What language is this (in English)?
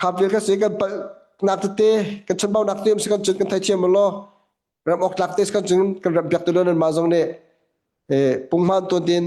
Hakha Chin